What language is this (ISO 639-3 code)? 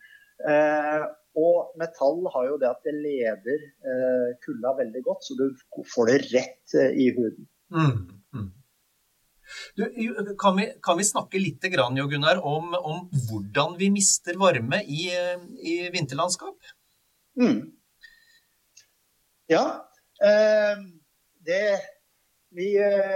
nor